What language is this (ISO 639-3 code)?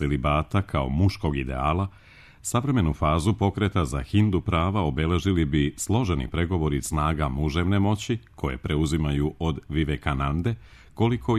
srp